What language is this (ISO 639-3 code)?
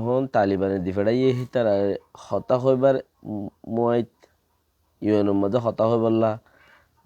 rhg